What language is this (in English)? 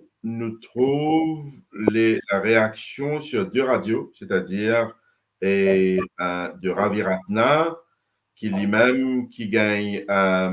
Morisyen